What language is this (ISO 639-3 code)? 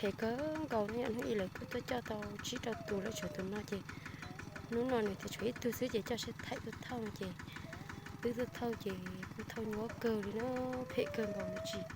hmn